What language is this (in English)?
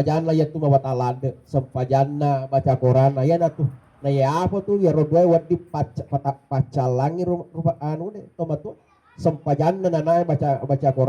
Buginese